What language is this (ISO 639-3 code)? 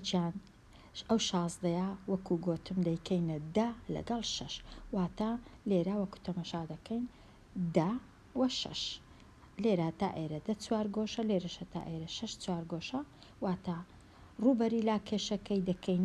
ckb